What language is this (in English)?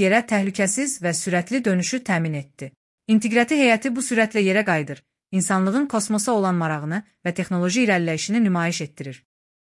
Azerbaijani